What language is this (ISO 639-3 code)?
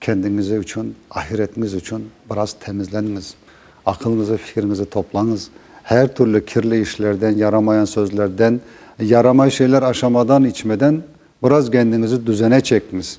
crh